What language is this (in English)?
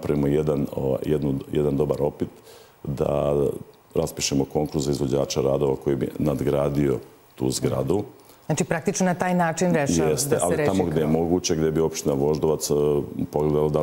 Serbian